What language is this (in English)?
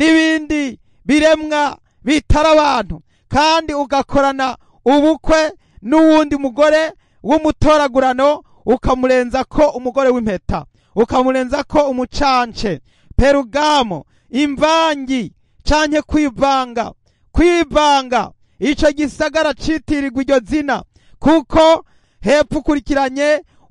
Rundi